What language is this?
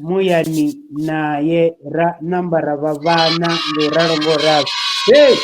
Venda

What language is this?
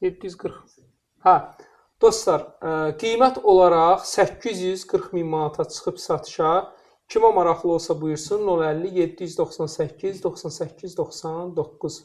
Azerbaijani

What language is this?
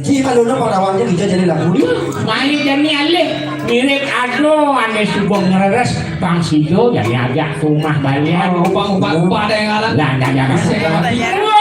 Balinese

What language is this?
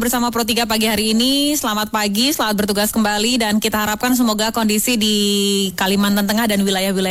Indonesian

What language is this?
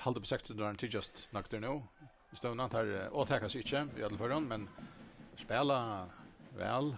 Faroese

